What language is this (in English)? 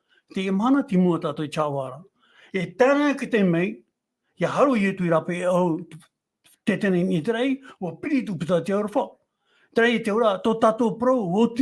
Tahitian